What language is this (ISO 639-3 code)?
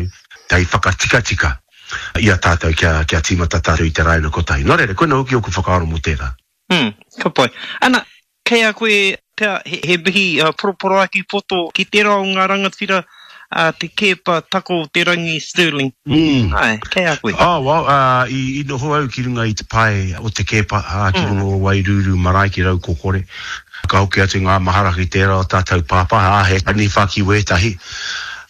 mri